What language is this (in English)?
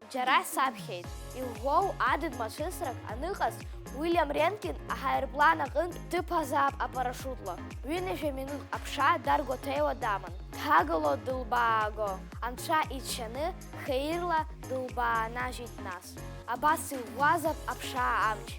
Abkhazian